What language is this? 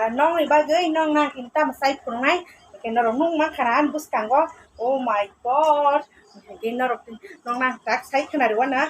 Kok Borok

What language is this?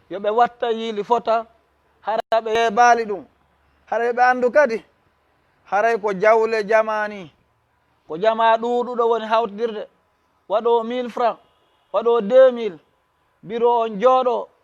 Fula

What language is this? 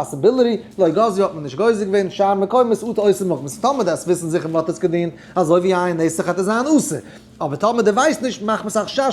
Yiddish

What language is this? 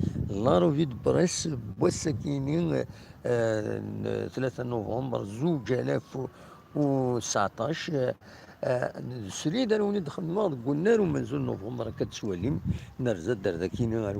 Kabyle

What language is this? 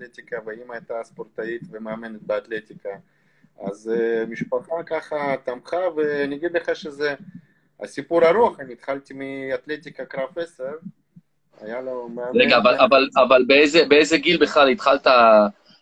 Hebrew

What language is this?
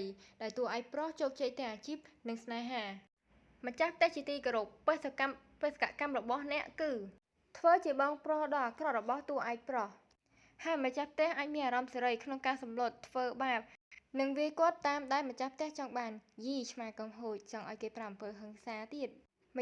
Khmer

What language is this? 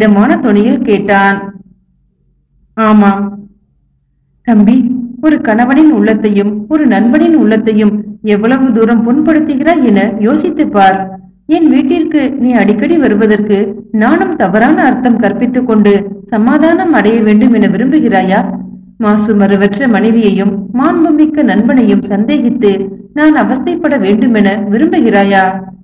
Tamil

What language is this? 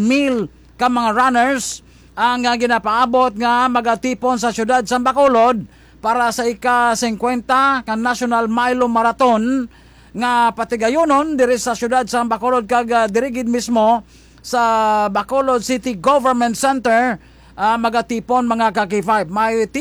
Hiligaynon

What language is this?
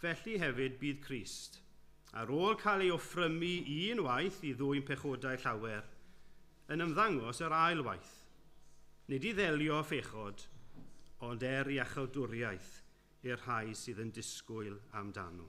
Welsh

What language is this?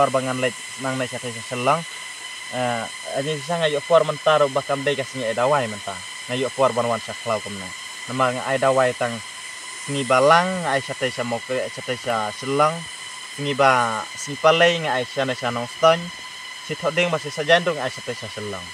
Khasi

